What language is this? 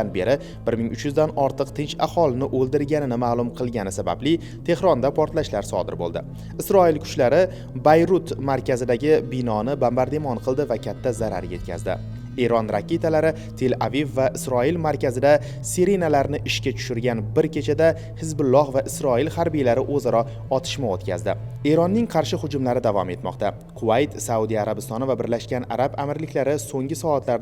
Uzbek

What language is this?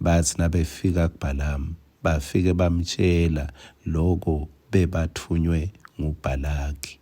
Swati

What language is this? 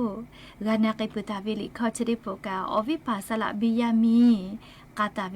Lahu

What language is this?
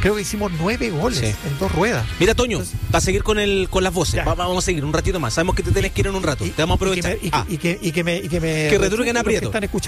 Spanish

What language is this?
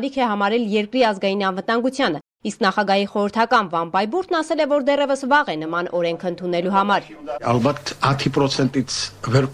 Armenian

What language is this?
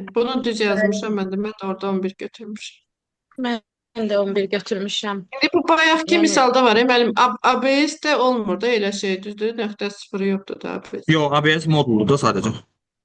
Azerbaijani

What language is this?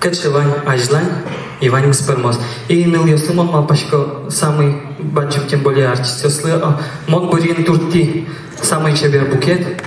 Udmurt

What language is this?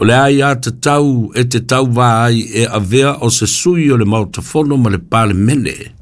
Samoan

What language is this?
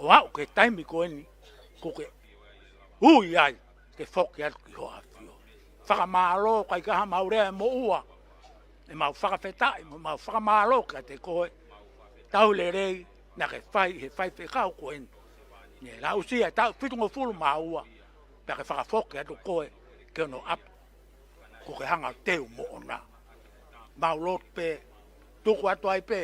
Tongan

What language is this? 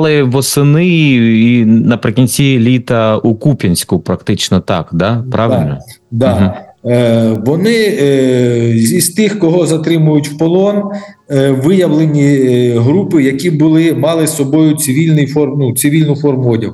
Ukrainian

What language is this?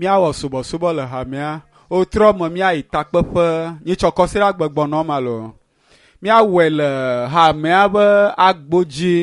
Ewe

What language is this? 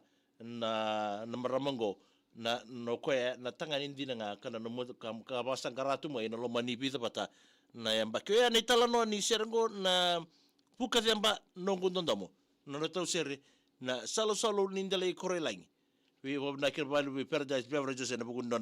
Fijian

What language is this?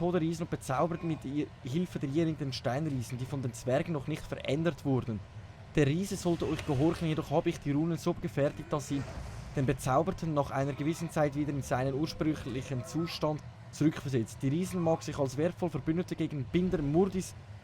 Swiss German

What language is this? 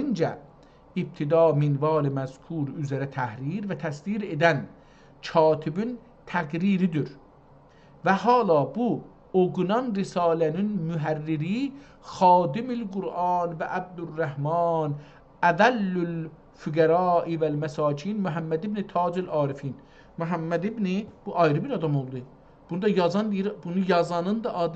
South Azerbaijani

